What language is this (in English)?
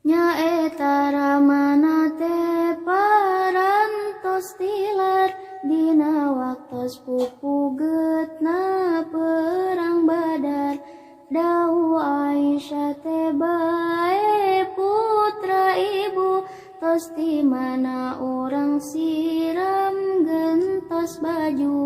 Sundanese